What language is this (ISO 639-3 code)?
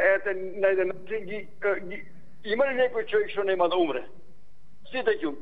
mkd